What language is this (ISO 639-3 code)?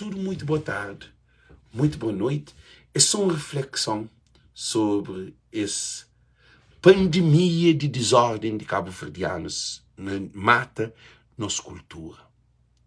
kea